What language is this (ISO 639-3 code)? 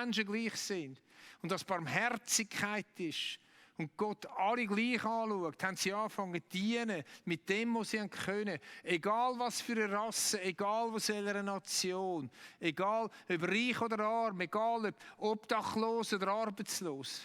gsw